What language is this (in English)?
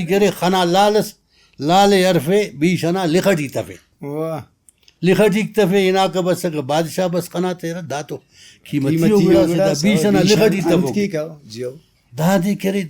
Brahui